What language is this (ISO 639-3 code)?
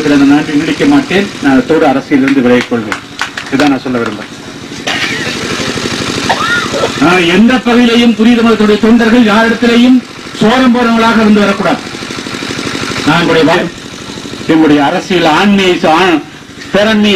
tam